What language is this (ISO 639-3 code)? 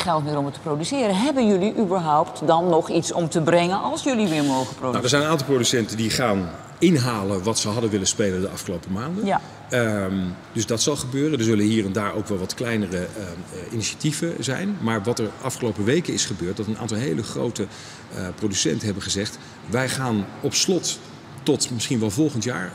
nld